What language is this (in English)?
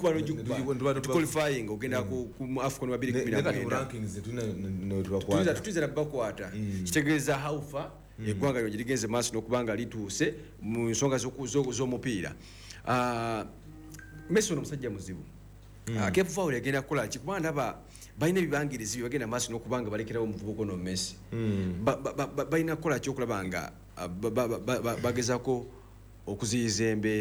Ganda